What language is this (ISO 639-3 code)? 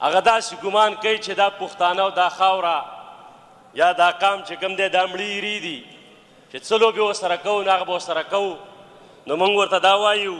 pus